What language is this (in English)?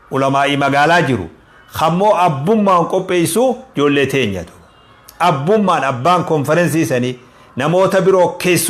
Oromo